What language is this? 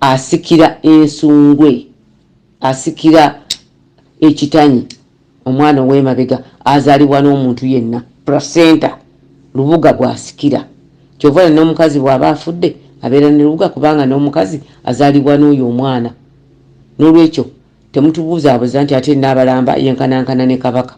Ganda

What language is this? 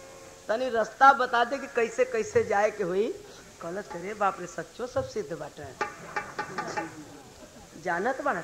Bhojpuri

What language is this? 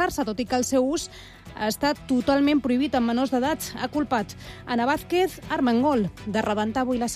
Catalan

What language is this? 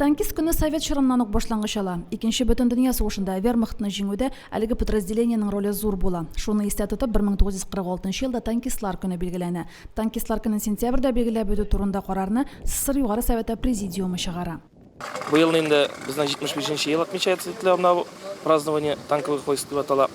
Tatar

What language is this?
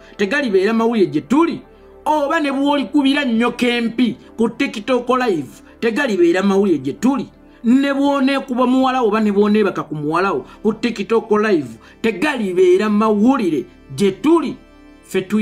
Ganda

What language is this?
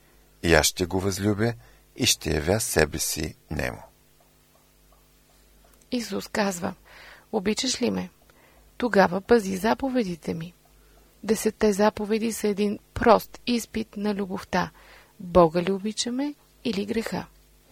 Bulgarian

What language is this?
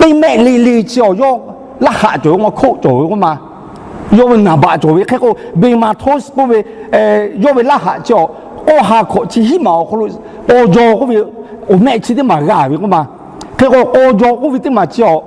Lahu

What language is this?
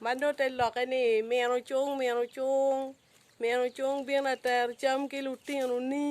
Acoli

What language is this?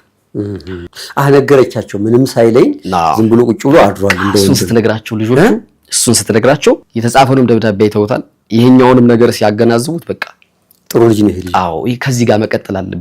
Amharic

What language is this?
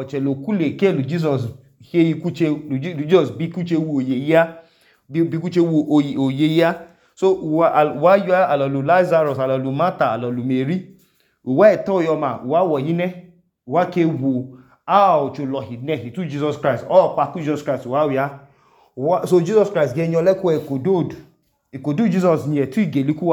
Idoma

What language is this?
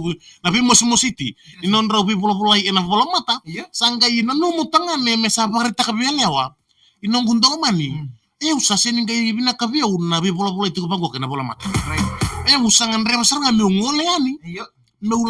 Fijian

